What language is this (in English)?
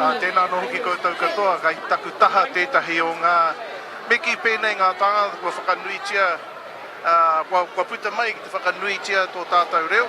Māori